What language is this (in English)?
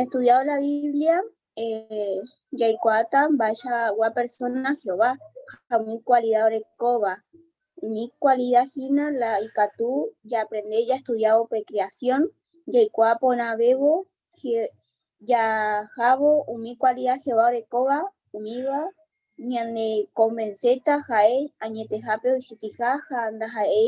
Guarani